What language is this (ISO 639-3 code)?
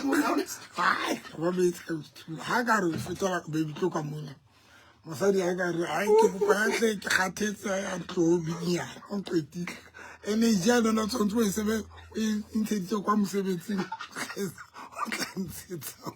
sot